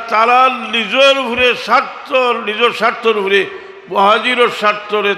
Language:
Sylheti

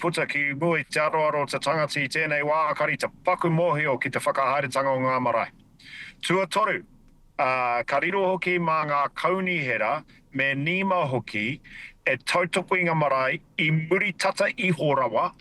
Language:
Māori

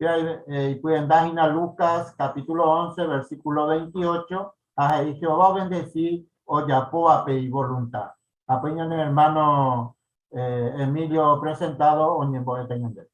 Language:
Guarani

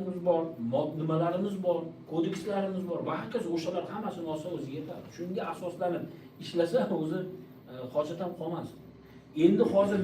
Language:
Uzbek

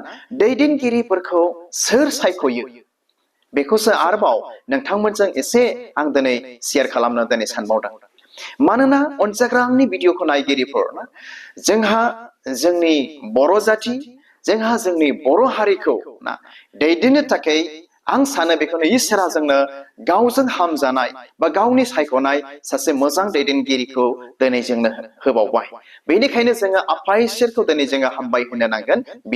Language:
Bodo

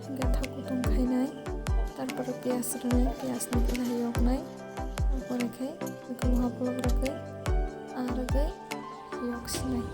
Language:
Kok Borok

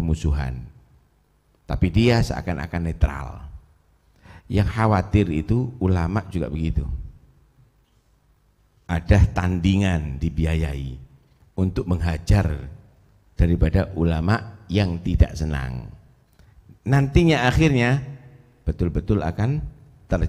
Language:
Indonesian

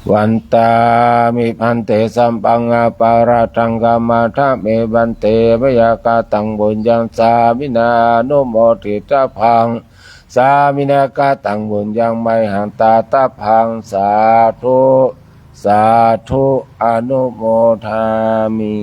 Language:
Pali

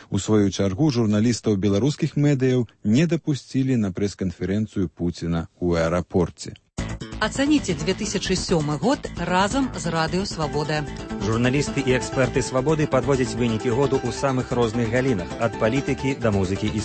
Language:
Belarusian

